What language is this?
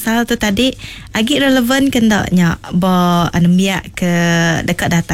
Iban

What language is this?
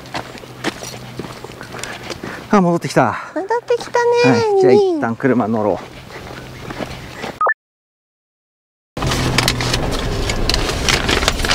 Japanese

